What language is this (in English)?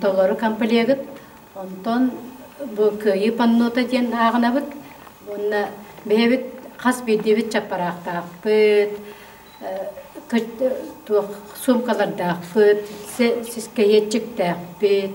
Yakut